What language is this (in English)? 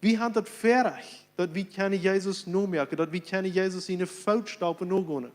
Plautdietsch